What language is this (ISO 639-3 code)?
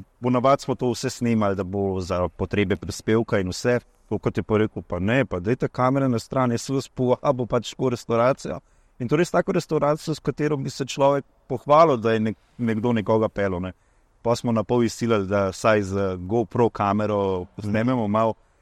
slv